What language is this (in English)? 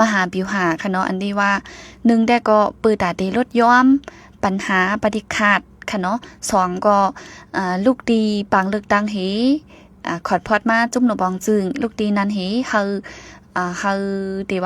Shan